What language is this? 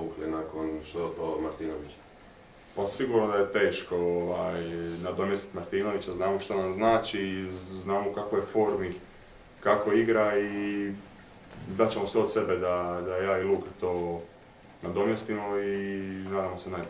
Croatian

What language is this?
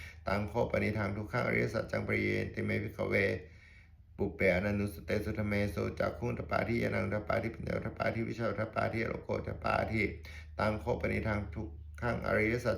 Pali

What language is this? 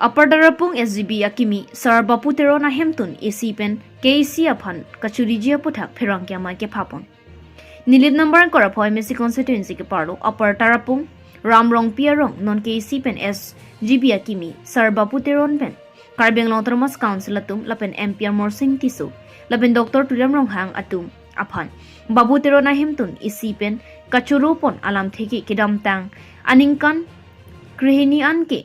Karbi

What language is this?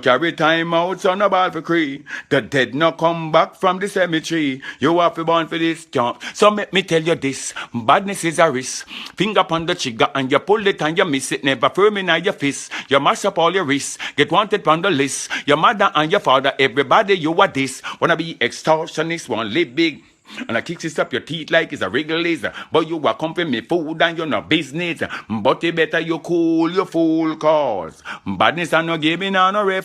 Jamaican Creole English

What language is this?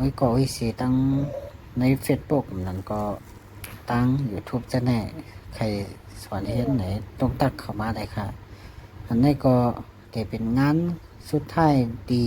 Shan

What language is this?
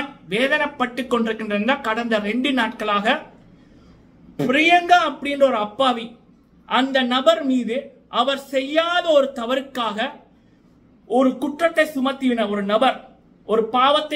Tamil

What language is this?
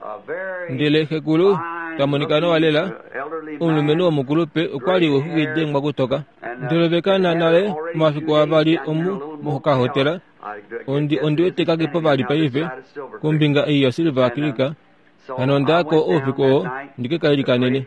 Kuanyama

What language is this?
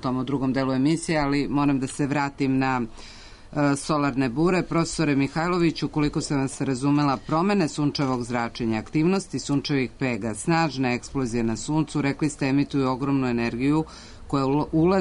Serbian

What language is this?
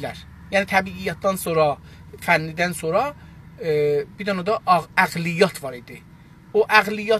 South Azerbaijani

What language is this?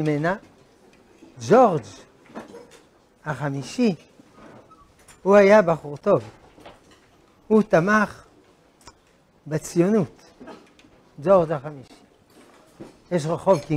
Hebrew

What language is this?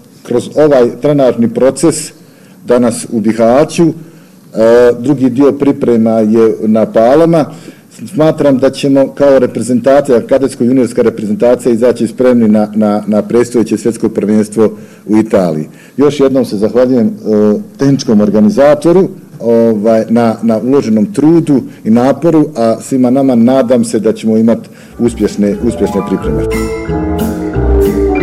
Bosnian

